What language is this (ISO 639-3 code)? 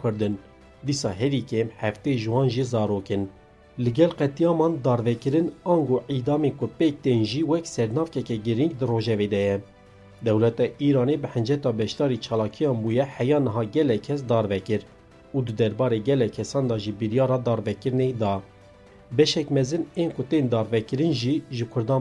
kur